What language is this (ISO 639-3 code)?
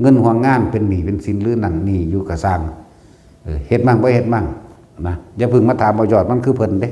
tts